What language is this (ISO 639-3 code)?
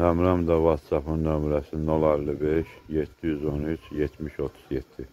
aze